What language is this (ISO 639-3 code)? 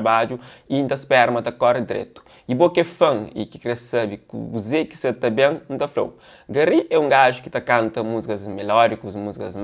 kea